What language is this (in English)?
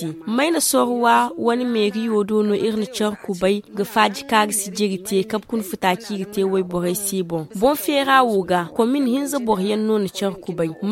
Zarma